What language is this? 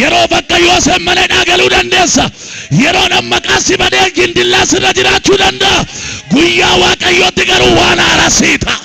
Oromo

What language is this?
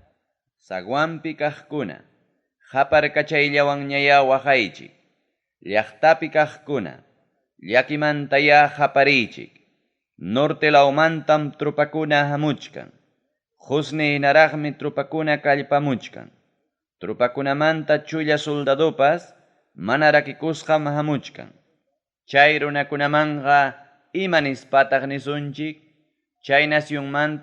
Ayacucho Quechua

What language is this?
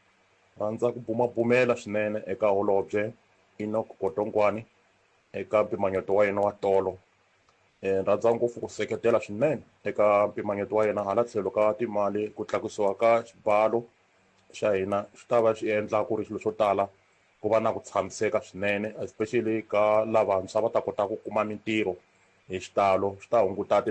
Tsonga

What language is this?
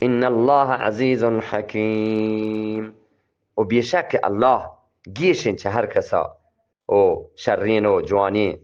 Eastern Balochi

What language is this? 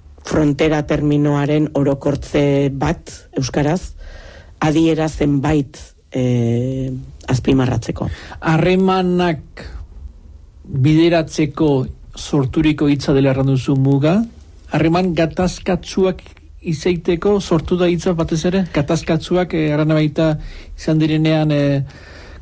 Basque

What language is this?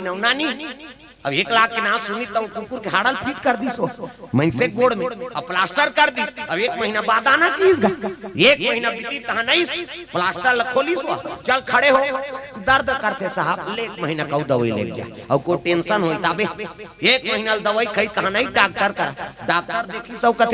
Chhattisgarhi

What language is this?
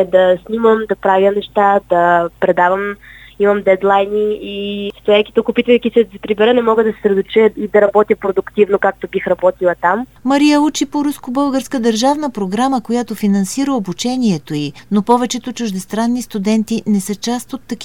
Bulgarian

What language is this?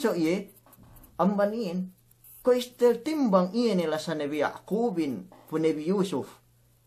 Yakan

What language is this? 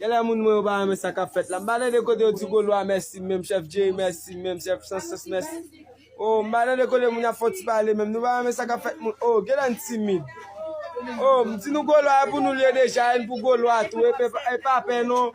Haitian Creole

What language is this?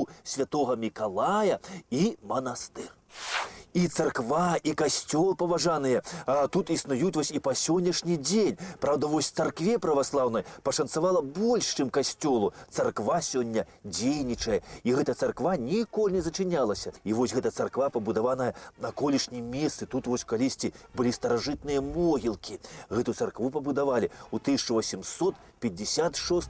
Belarusian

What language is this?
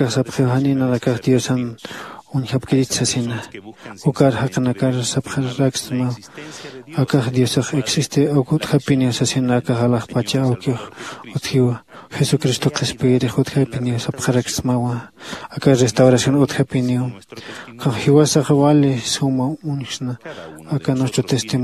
Aymara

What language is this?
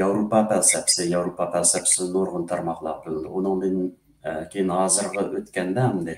Uyghur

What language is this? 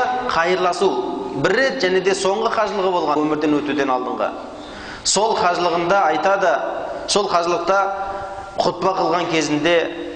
Kazakh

